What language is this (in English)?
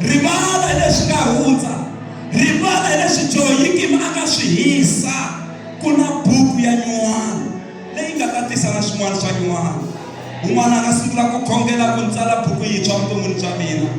Tsonga